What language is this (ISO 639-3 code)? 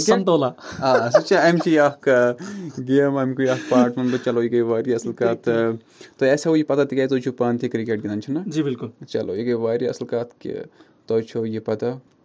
kas